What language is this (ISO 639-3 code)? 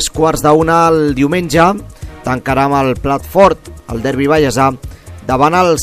cat